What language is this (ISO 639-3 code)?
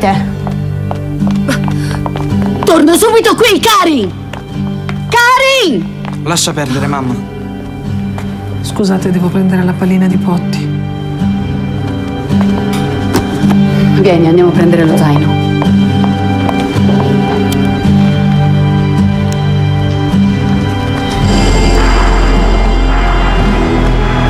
ita